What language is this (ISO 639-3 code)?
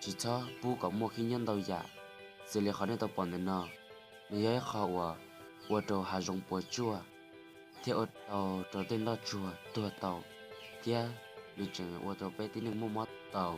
hmn